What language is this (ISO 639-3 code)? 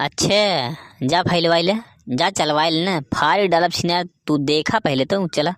awa